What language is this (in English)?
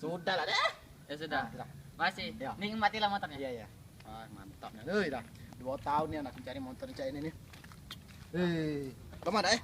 Musi